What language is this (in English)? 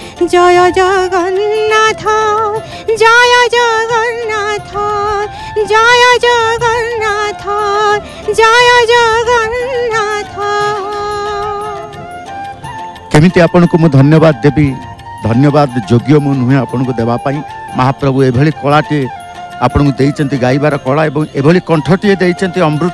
Odia